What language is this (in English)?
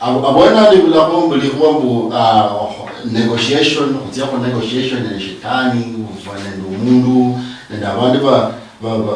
Luyia